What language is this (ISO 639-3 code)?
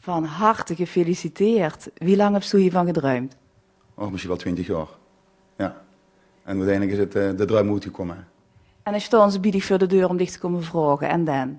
lim